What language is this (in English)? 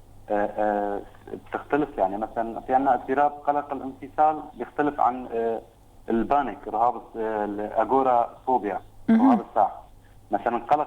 North Levantine Arabic